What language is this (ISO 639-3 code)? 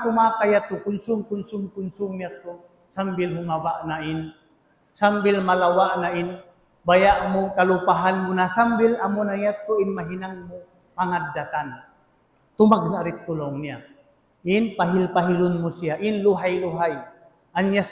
tsg